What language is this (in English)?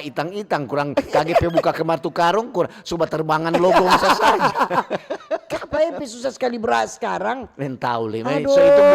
Manado Malay